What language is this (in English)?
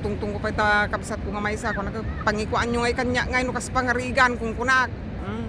Iloko